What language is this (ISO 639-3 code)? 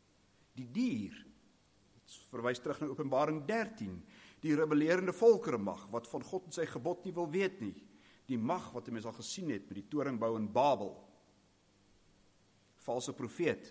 afr